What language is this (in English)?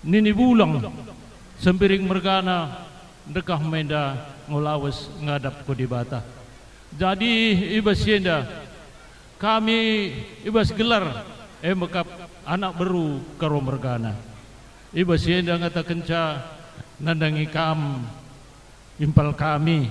Batak Karo